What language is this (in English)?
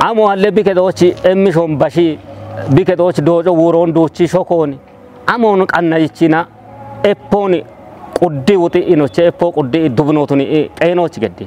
Kafa